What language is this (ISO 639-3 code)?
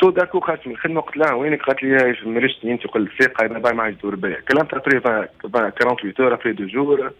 aeb